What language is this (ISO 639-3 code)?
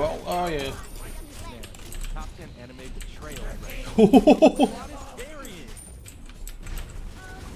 rus